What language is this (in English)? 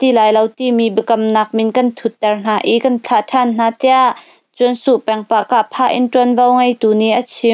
Hakha Chin